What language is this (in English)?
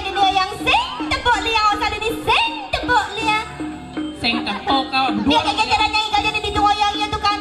Balinese